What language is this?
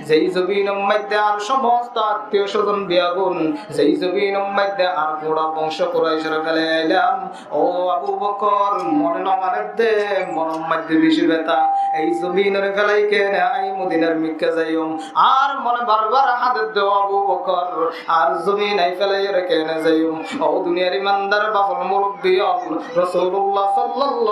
Rohingya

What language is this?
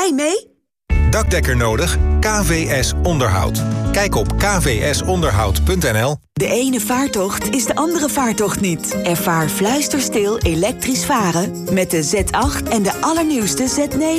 Dutch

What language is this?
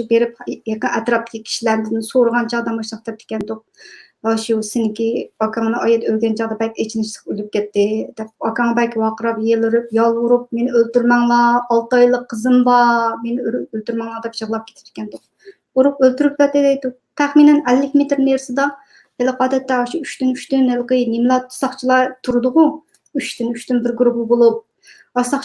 Uyghur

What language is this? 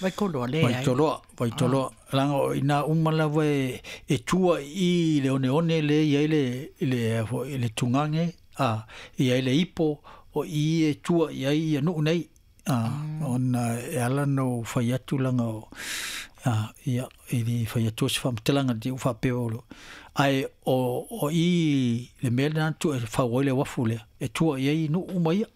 Samoan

